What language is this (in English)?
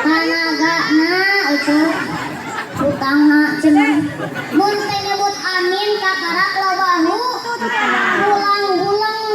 Sundanese